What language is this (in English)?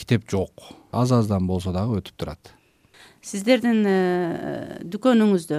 Kyrgyz